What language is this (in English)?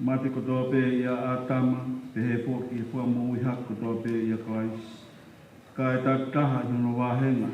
Tongan